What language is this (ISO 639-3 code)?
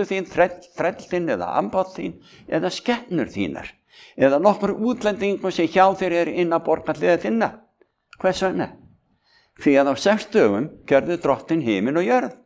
isl